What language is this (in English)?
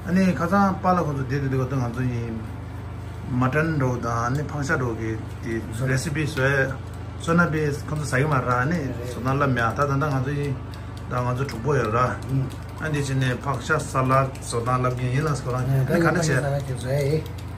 Tibetan